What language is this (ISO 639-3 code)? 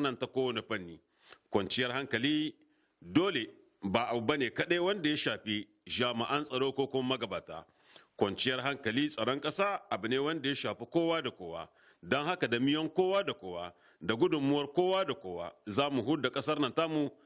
hau